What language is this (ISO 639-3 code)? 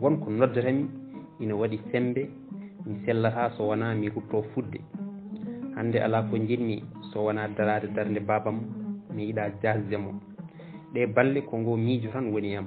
ful